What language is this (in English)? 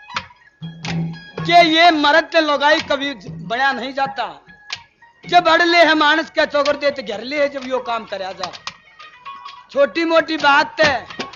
Haryanvi